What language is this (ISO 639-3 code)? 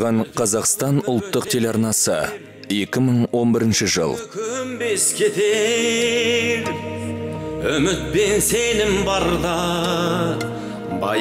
kaz